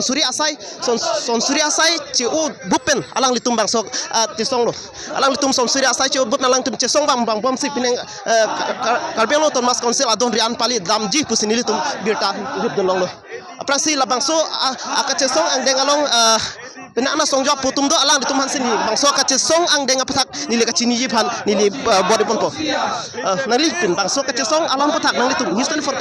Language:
Karbi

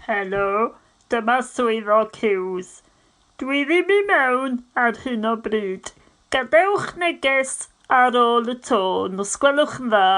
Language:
Welsh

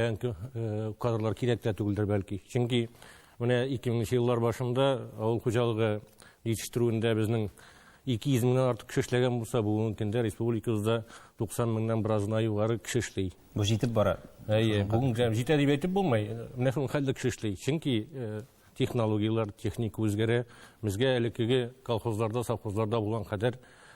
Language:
Tatar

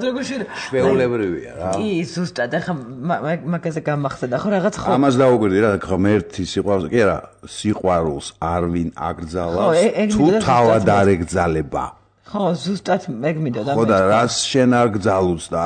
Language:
Georgian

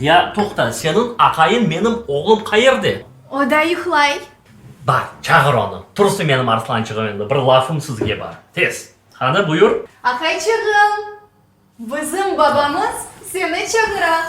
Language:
Crimean Tatar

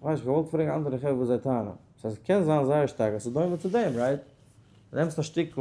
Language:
Yiddish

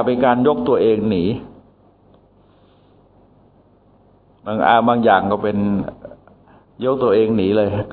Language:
Thai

